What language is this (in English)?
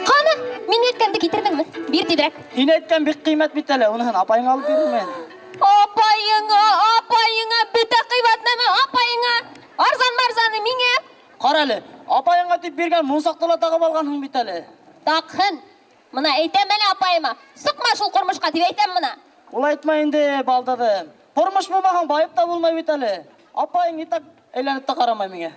Bashkir